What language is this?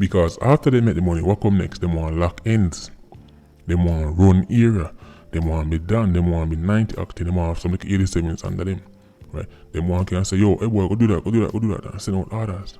Jamaican Creole English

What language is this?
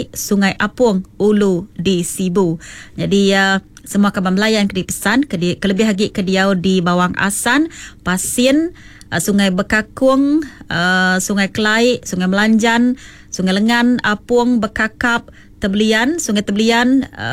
Iban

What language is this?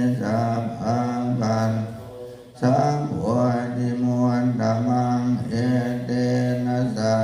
Pali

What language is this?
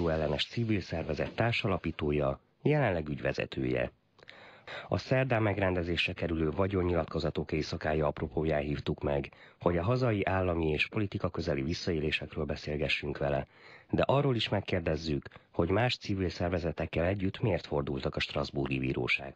Hungarian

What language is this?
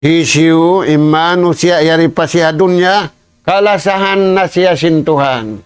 Tausug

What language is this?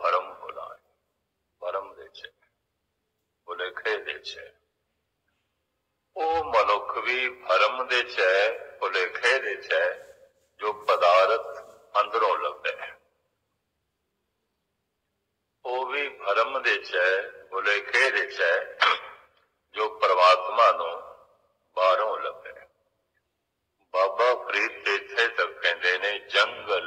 Punjabi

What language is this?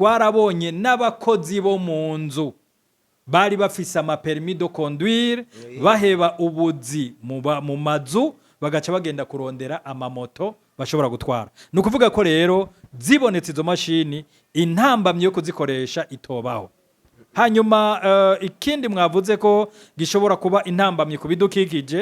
Rundi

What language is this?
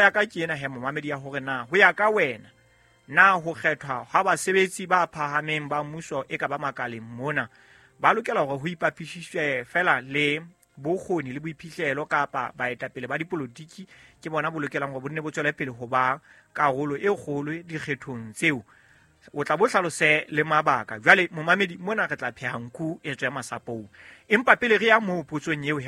Southern Sotho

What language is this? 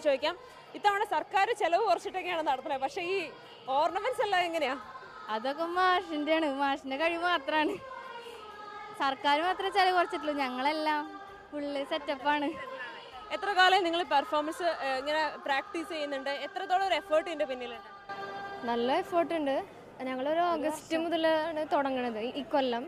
Malayalam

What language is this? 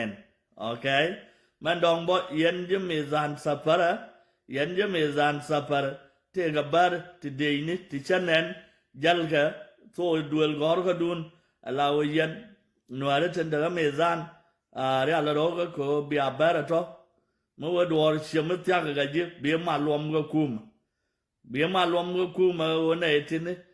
Nuer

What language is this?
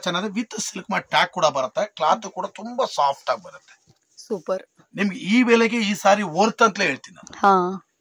Kannada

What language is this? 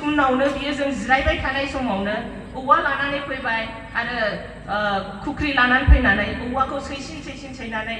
Bodo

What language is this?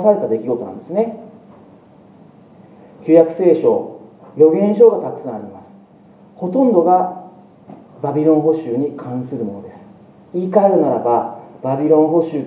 Japanese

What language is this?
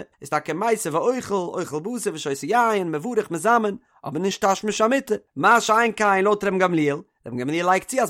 Yiddish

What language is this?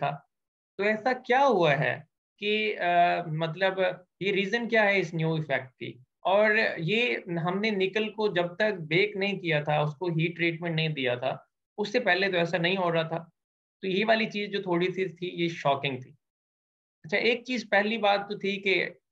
Hindi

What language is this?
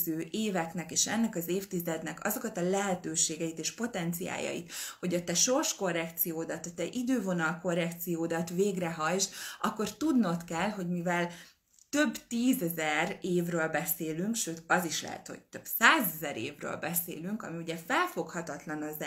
Hungarian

